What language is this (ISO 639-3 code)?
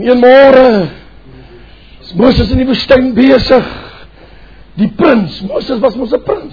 afr